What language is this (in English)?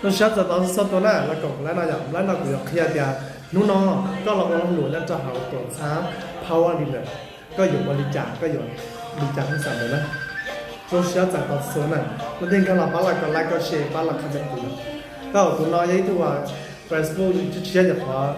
Hmong